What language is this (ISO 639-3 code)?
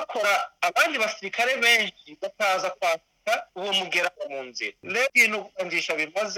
run